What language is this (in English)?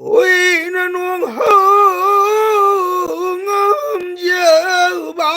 Manipuri